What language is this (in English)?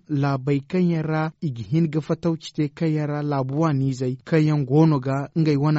Zarma